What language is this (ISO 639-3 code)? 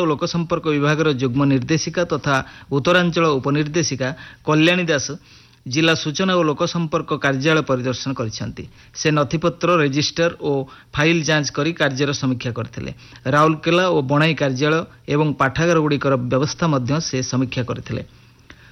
ori